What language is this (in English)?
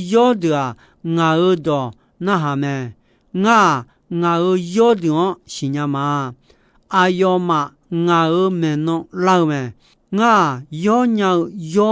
Akha